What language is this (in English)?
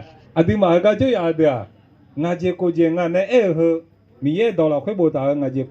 Akha